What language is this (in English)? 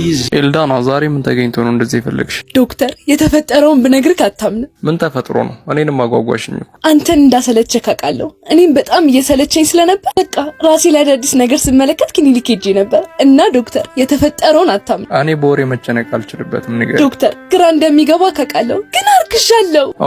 Amharic